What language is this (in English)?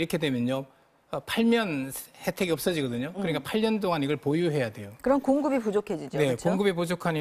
Korean